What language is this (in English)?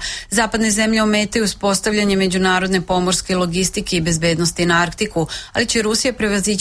Serbian